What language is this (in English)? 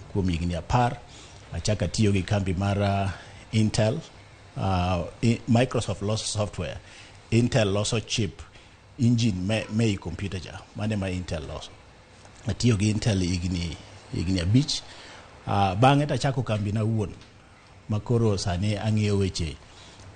Luo (Kenya and Tanzania)